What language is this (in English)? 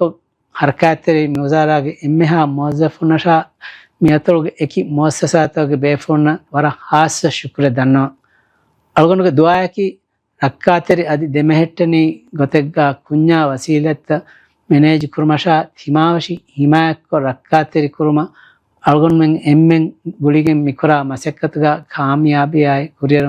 Divehi